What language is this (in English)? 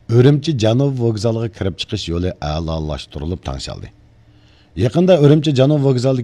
Uyghur